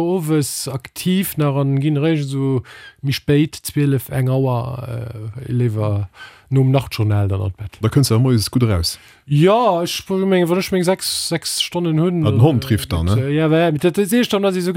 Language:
Luxembourgish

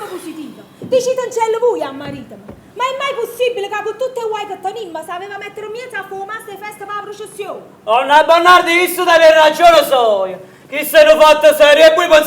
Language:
Neapolitan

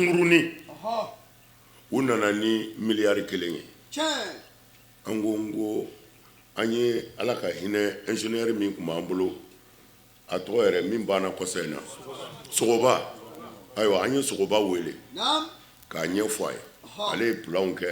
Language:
Bambara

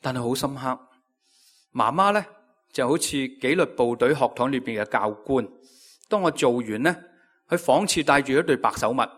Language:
Cantonese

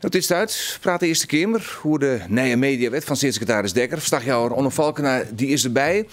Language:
Western Frisian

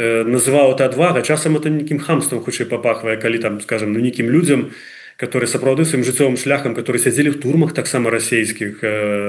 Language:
Belarusian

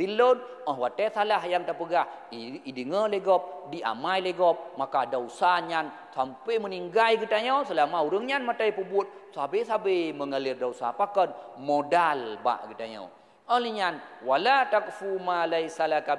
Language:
Achinese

